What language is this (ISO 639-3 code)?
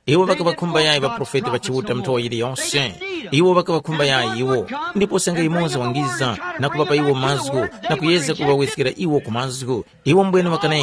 tum